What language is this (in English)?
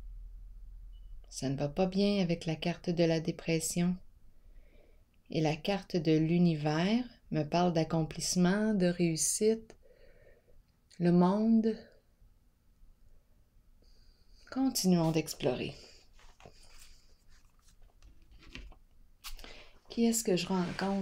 French